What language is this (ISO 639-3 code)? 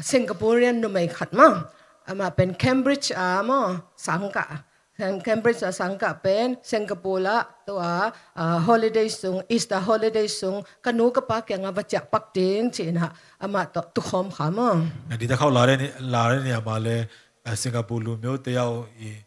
ctd